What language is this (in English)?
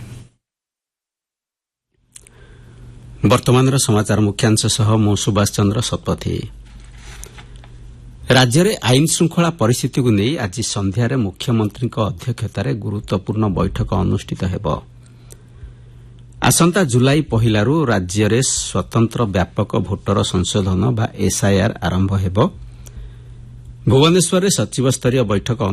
Odia